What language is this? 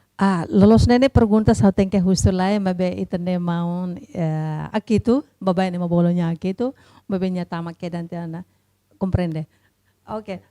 Tetum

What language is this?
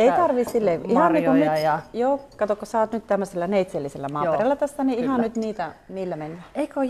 Finnish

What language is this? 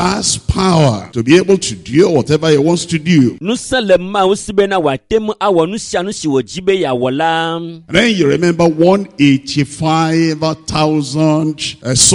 Ewe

